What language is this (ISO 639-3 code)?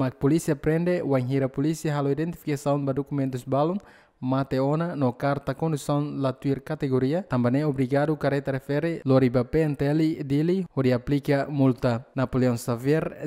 tet